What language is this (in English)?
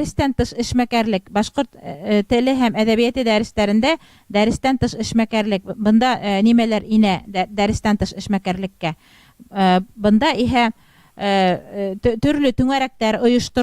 Bashkir